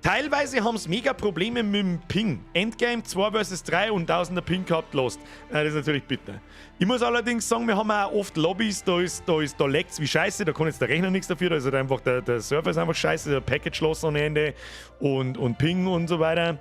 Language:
Bavarian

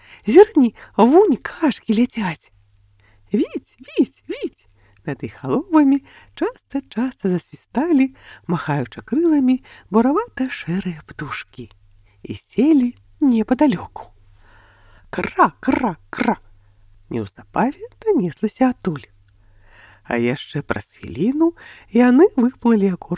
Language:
Belarusian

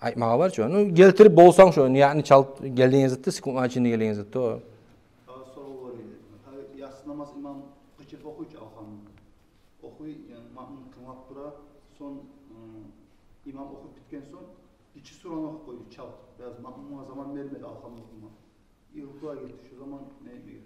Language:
Kumyk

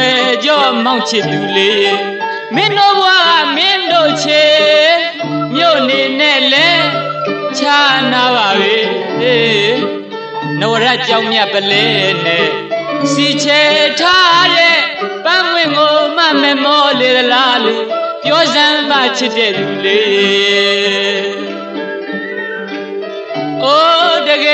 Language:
Burmese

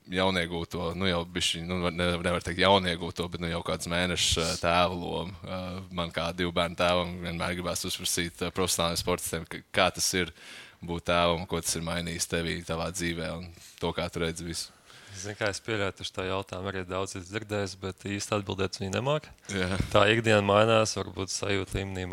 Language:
Latvian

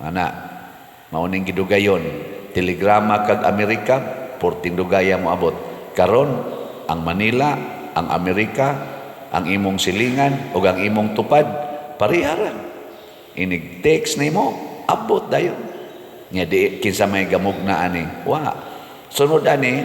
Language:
Cebuano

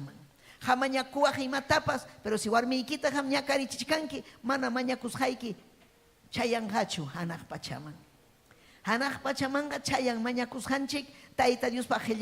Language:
Ayacucho Quechua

